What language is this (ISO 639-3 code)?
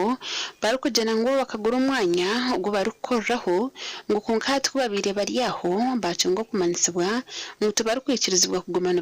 nyn